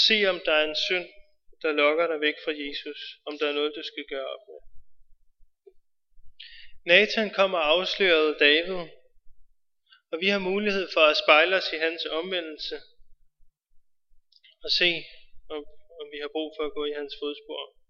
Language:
Danish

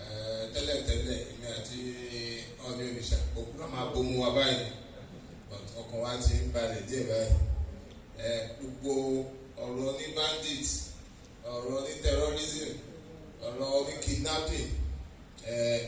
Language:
Yoruba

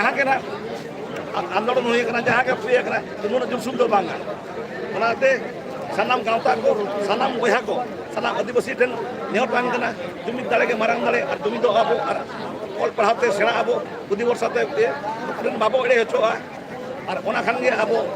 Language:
Santali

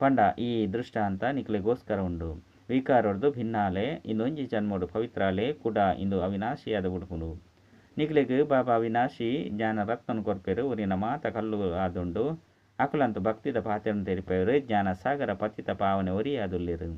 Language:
Tulu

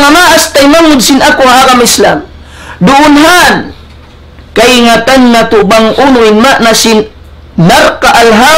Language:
Tausug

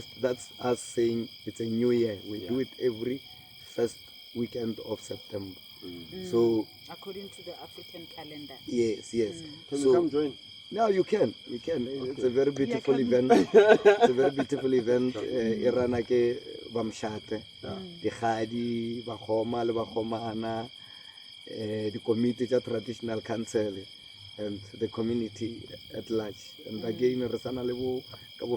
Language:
Northern Sotho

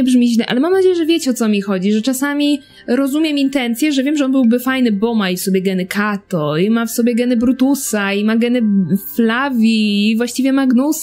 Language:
Polish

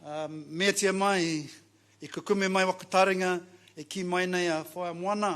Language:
Māori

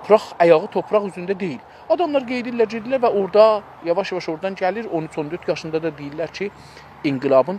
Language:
South Azerbaijani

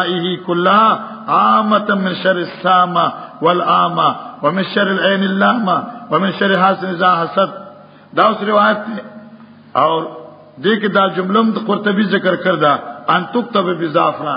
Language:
Pashto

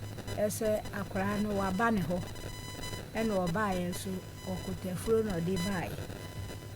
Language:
Akan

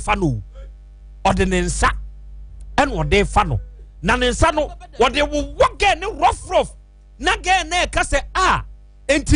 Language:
Akan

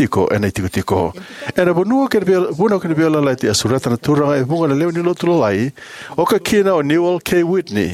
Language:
Fijian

